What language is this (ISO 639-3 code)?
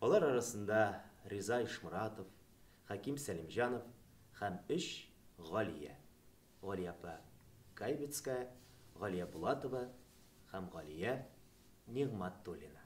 tat